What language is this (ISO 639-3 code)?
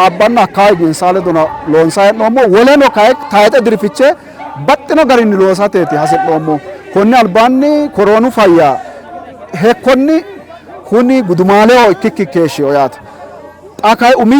sid